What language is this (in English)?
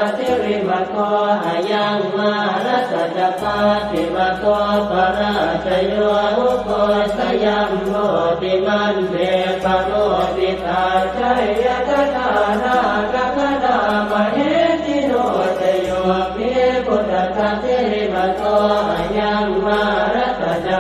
Pali